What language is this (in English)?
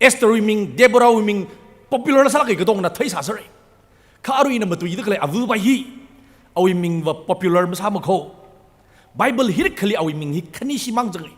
Tangkhul Naga (India)